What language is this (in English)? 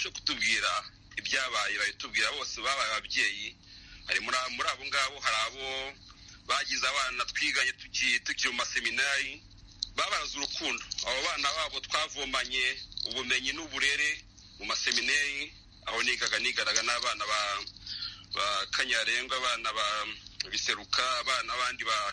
Kinyarwanda